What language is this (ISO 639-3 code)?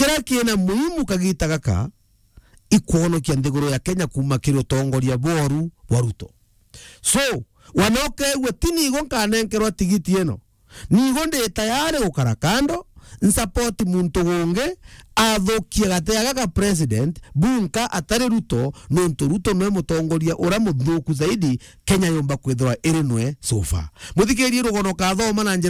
mer